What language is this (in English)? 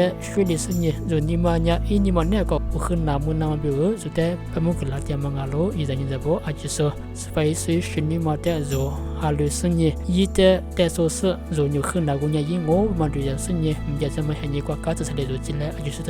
Lisu